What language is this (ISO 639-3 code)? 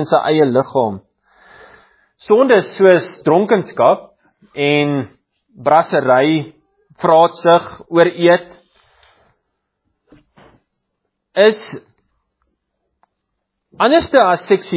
afr